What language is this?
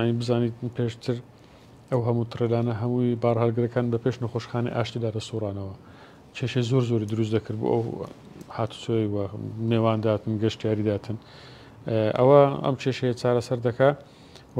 Central Kurdish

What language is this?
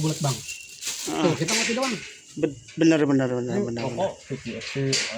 Betawi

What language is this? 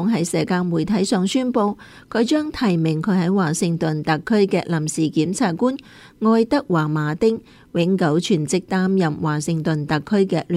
Cantonese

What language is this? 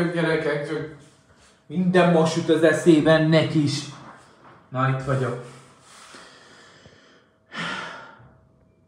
Hungarian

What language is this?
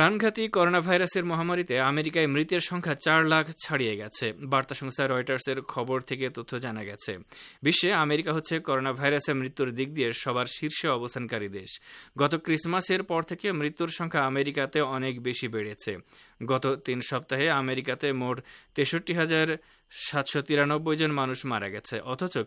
Bangla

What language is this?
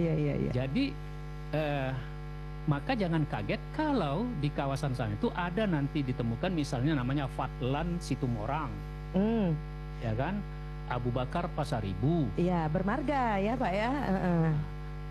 Indonesian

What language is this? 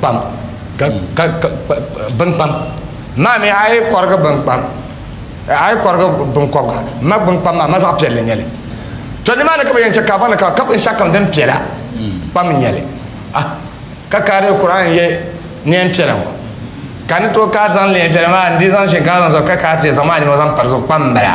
Dagbani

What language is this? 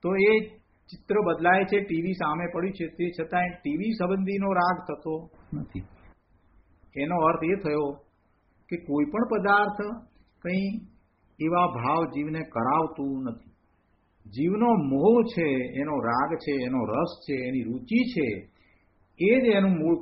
Gujarati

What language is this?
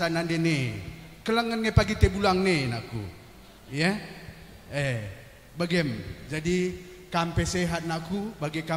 Batak Karo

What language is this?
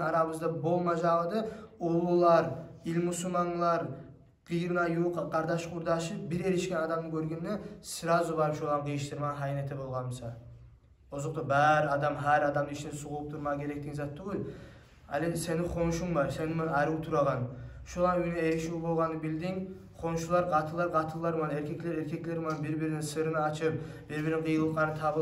Kumyk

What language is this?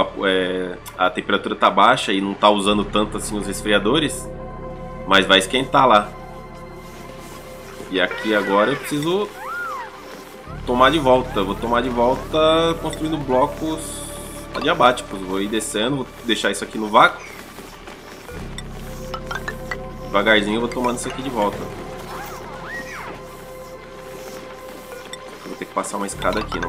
Portuguese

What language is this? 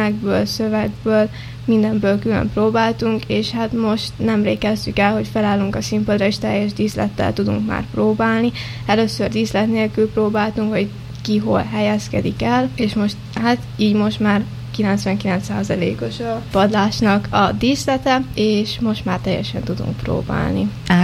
Hungarian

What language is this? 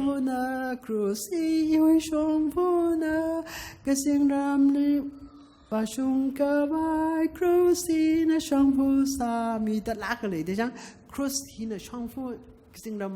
Tangkhul Naga (India)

